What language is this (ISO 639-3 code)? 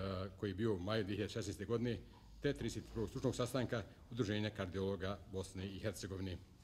bos